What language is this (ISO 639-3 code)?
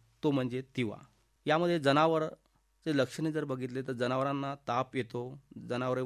mar